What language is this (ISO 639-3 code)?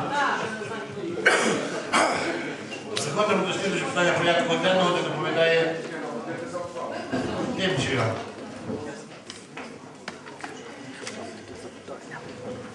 ukr